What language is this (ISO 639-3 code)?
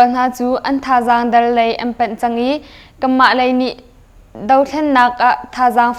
cnh